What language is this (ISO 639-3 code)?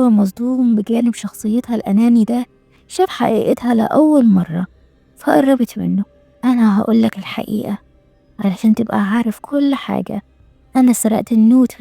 arz